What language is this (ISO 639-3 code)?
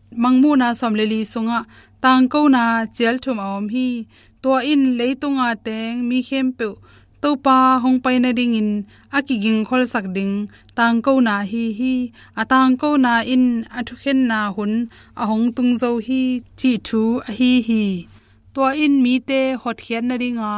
ctd